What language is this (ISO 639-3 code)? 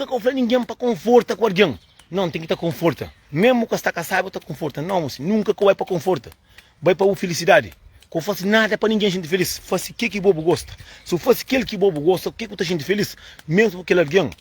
kea